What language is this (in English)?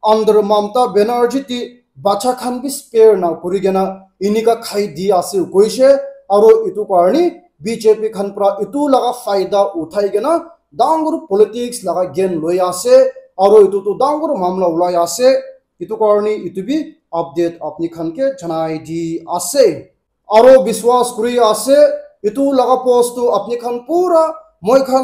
Naga Pidgin